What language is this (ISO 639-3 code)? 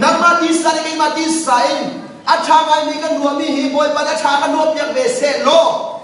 cnh